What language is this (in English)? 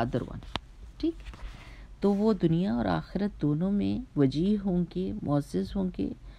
Urdu